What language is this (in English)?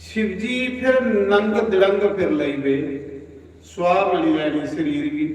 Dogri